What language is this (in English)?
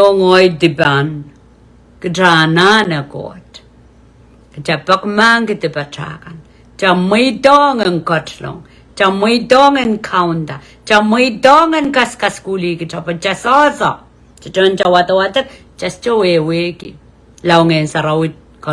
Pohnpeian